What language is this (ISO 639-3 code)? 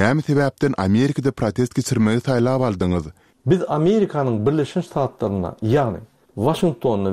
tuk